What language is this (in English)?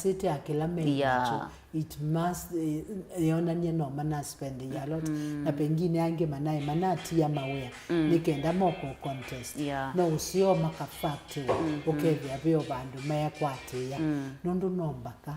Kamba